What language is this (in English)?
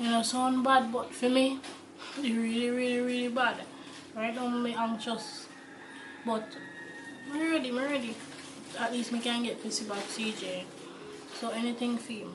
Jamaican Creole English